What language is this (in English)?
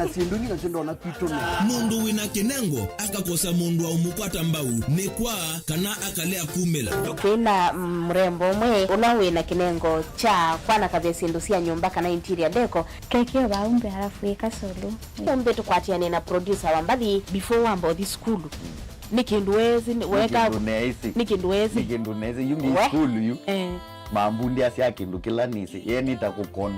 Kamba